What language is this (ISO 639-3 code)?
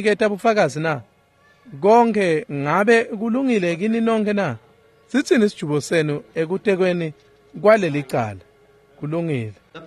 ssw